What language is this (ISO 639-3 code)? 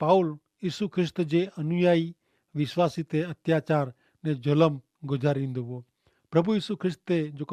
kfr